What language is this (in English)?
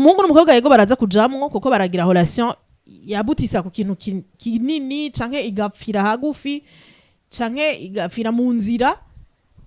Rundi